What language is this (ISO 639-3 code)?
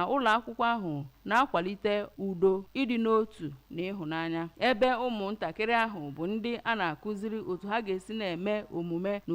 ibo